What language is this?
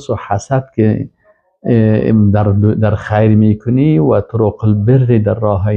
Persian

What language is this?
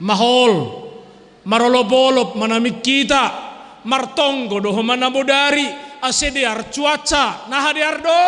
Batak Simalungun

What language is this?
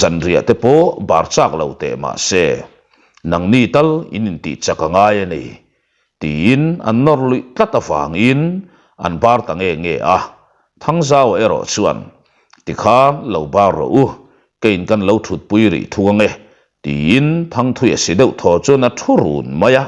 Mizo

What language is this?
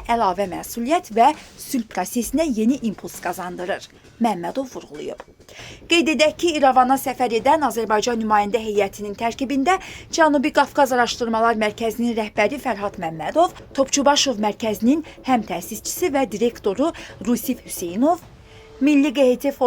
Azerbaijani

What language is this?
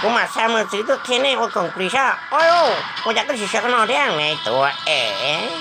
Hmong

